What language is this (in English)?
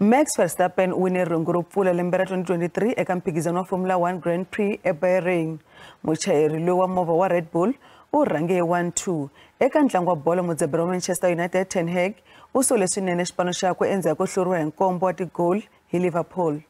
Tsonga